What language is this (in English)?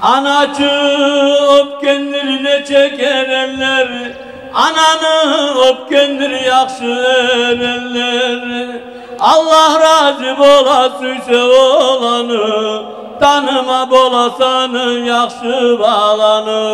Kumyk